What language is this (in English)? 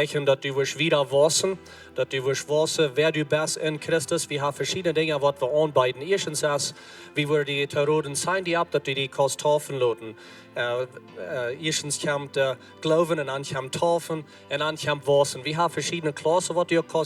Plautdietsch